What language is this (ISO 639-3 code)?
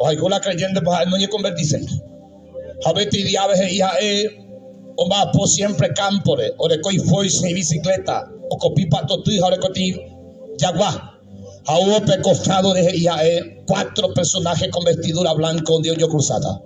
grn